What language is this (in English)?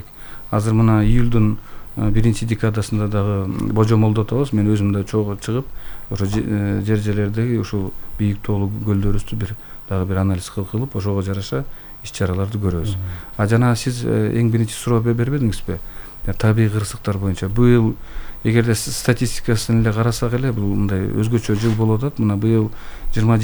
Kyrgyz